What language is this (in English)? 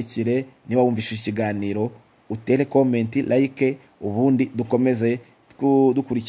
Kinyarwanda